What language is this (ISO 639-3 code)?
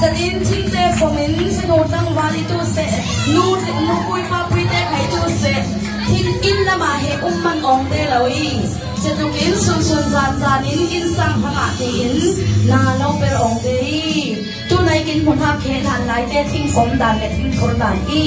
cfm